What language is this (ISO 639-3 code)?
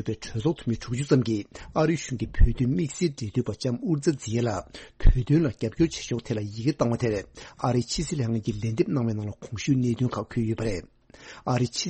bod